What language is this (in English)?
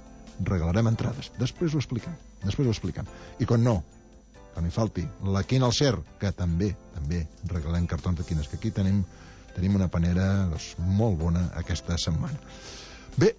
Catalan